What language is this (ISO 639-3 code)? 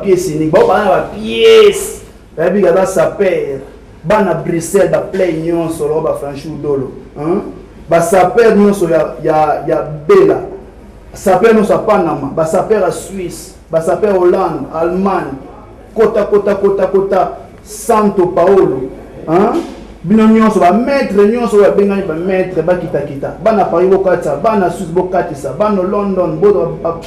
lin